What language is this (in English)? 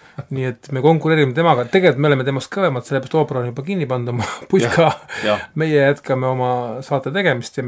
Estonian